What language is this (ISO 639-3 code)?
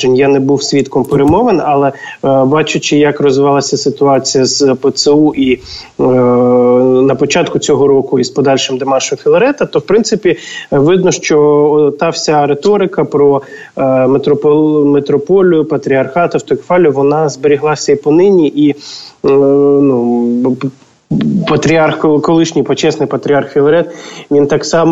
ukr